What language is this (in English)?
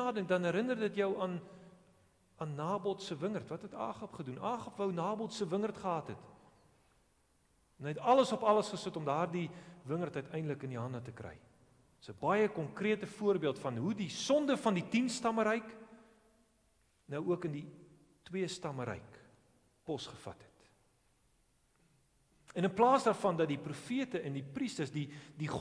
Afrikaans